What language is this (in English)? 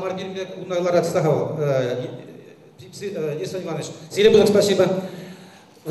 Chuvash